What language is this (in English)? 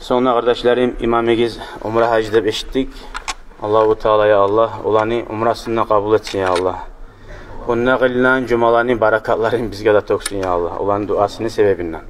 Kumyk